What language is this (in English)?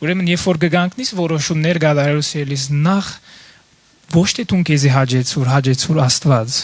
Western Armenian